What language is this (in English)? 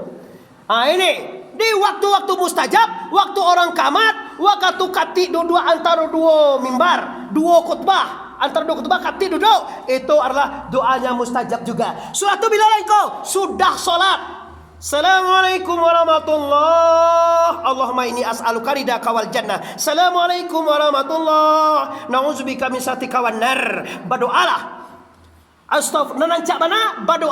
Minangkabau